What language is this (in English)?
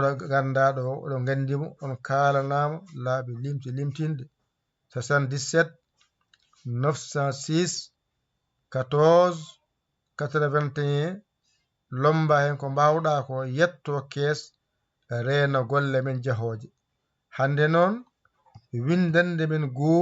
Fula